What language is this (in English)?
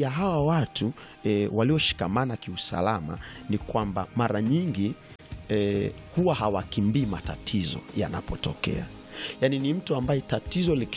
Swahili